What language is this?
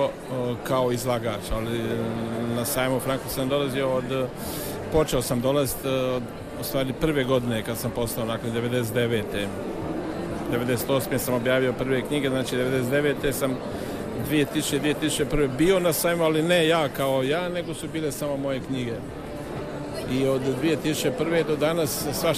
Croatian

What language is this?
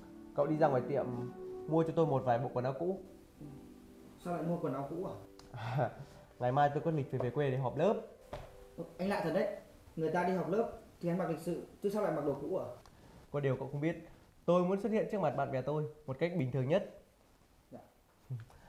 Vietnamese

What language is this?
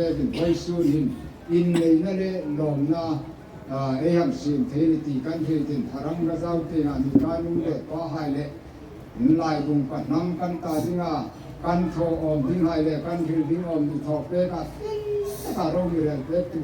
Hmar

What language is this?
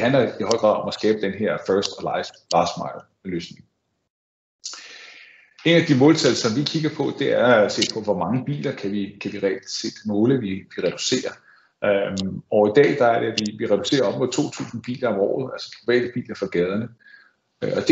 Danish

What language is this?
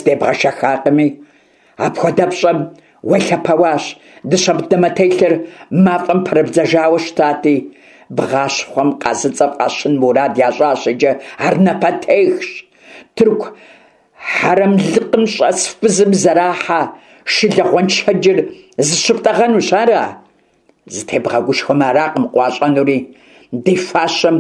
Kabardian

